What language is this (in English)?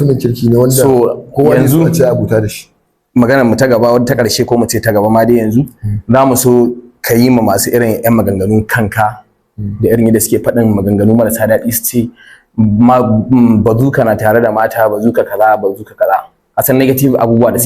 Hausa